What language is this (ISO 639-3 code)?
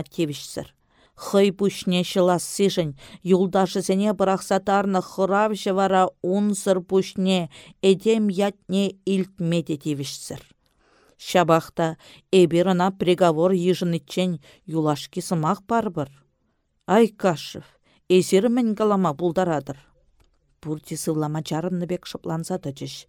chv